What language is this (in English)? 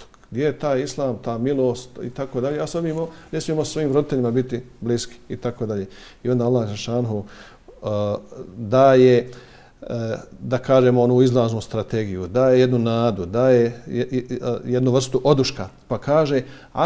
Bosnian